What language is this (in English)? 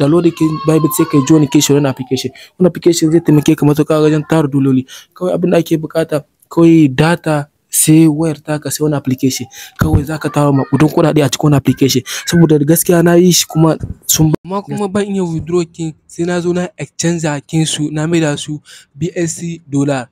Hausa